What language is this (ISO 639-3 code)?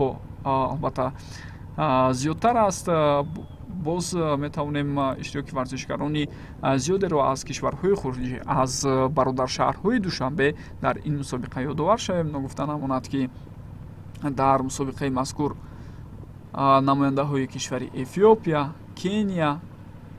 tgk